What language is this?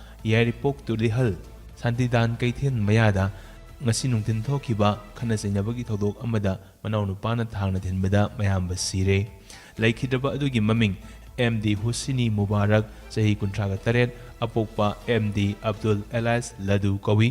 Manipuri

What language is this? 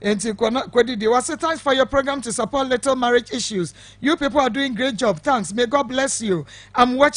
Akan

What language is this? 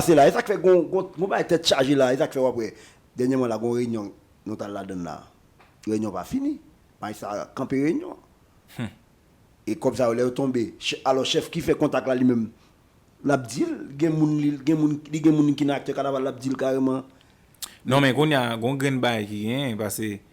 Haitian Creole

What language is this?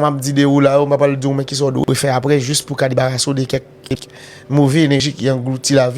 Haitian Creole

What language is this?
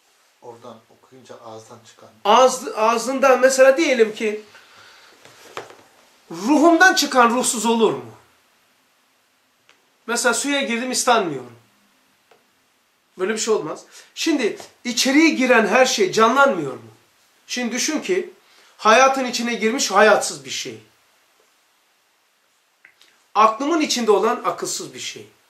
Turkish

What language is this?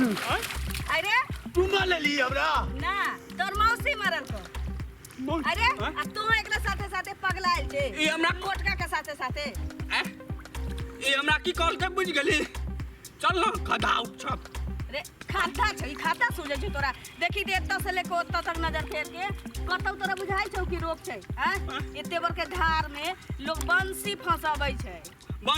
Maithili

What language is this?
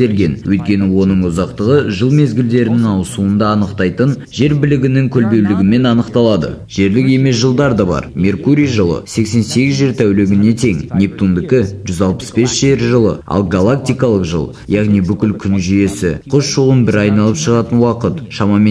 Kazakh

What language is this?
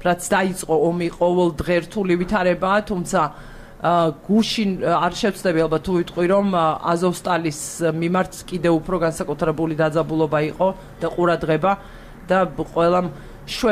Georgian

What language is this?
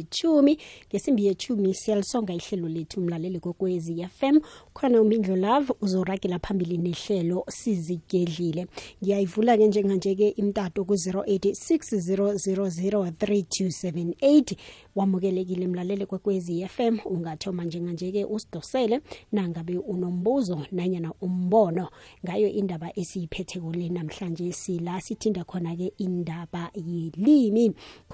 South Ndebele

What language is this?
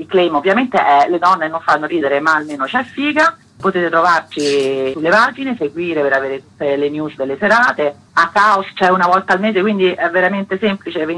Italian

